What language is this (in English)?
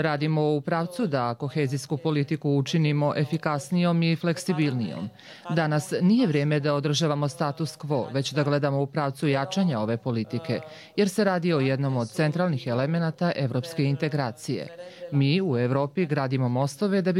Croatian